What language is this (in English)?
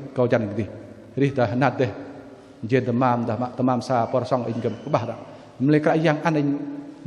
Bahnar